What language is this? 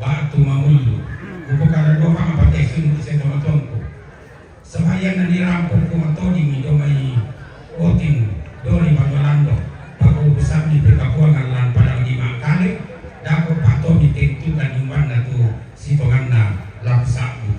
Toraja-Sa'dan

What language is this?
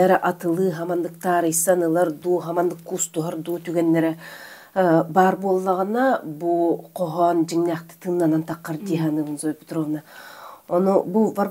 Yakut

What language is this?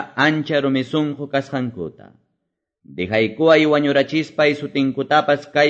Quechua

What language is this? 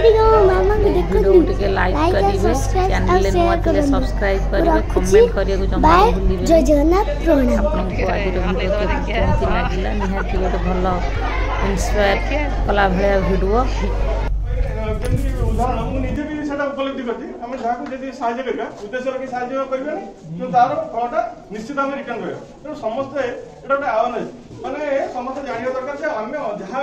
Odia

